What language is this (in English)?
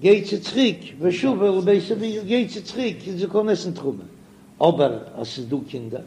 Yiddish